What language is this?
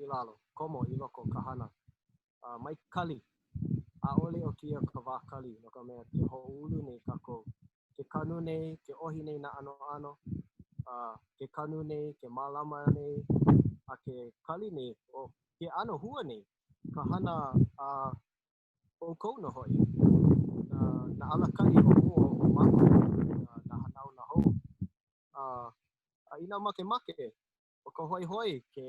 Hawaiian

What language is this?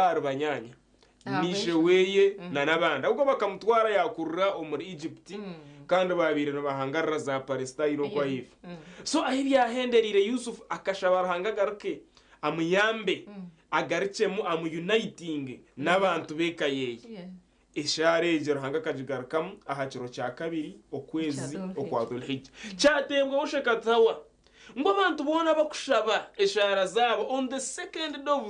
Nyankole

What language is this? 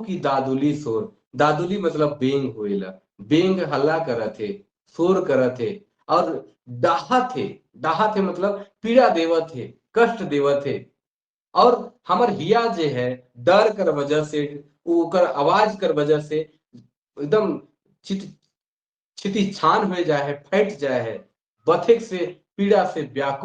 Sadri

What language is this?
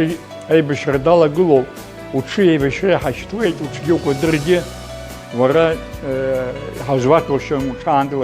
Abkhazian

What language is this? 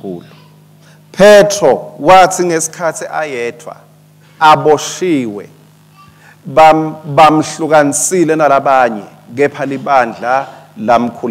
Swati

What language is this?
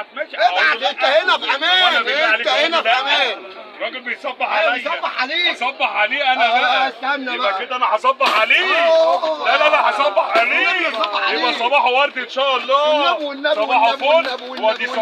Egyptian Arabic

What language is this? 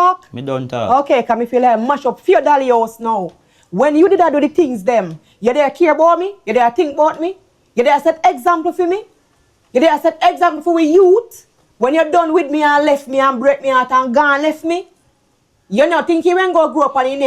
Jamaican Creole English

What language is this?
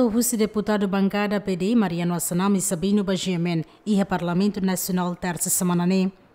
Tetum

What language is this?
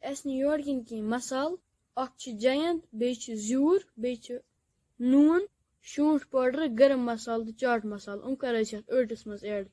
Kashmiri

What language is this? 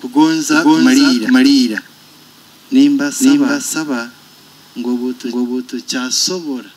Nyoro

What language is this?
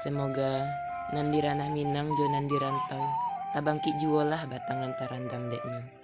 Minangkabau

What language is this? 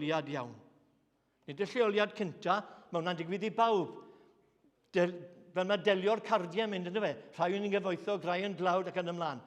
Welsh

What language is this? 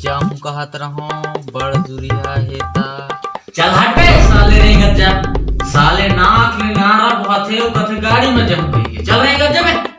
Chhattisgarhi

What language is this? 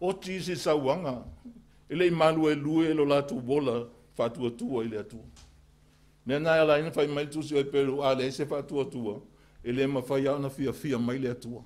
Samoan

